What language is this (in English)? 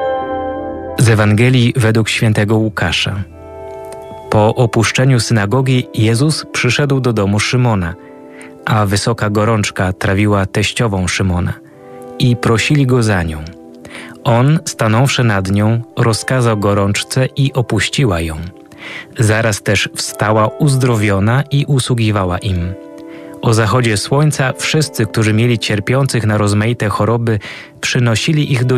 Polish